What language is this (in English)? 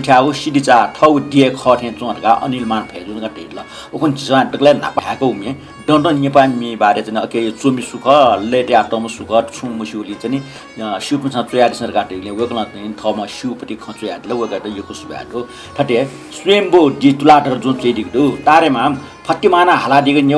Newari